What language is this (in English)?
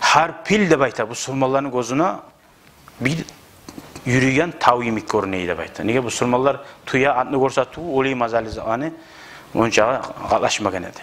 Kumyk